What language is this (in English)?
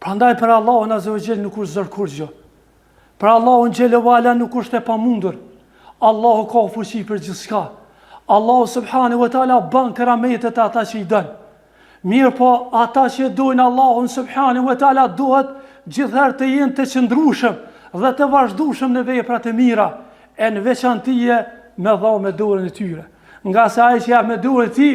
Albanian